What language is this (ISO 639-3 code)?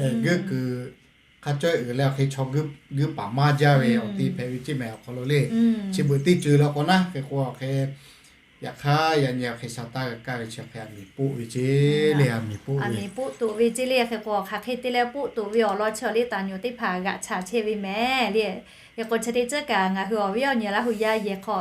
lhu